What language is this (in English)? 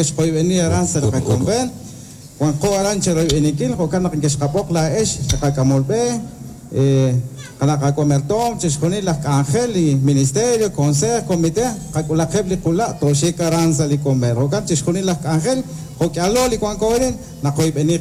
Kekchí